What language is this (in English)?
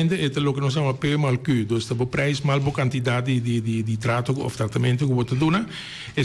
Papiamento